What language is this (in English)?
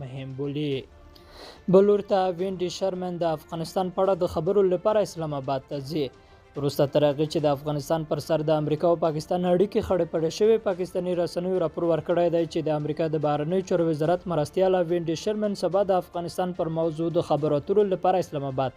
Pashto